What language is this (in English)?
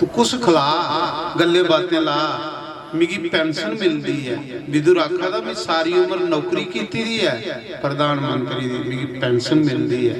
Dogri